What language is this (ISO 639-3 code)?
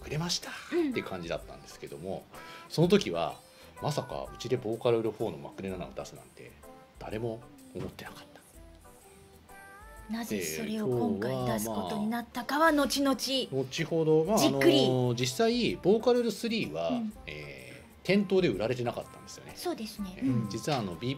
jpn